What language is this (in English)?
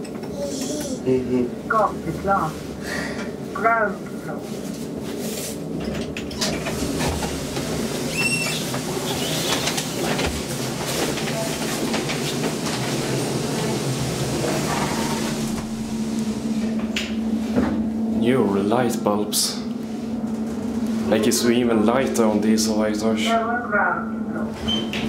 Swedish